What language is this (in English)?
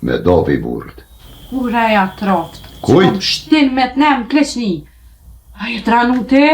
Albanian